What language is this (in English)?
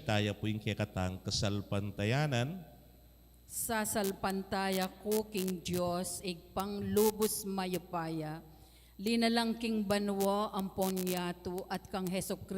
Pampanga